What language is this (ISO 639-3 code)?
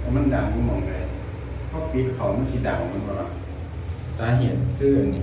tts